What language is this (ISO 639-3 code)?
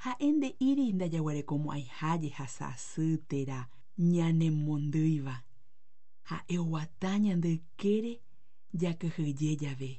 grn